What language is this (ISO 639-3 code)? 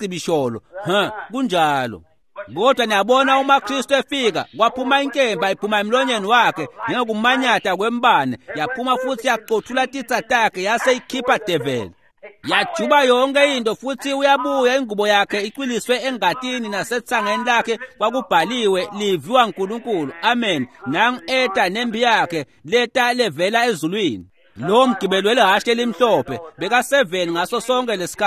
ssw